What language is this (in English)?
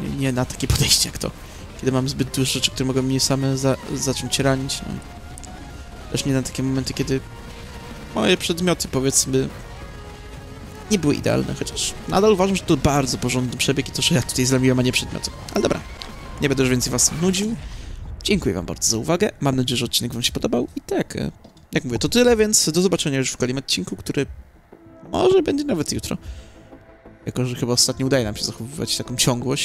Polish